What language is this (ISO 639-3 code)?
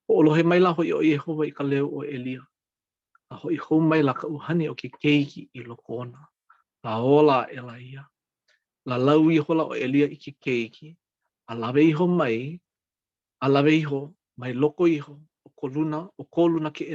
haw